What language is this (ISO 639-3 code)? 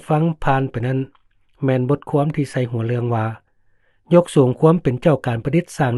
lao